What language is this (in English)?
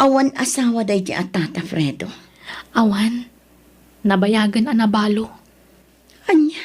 Iloko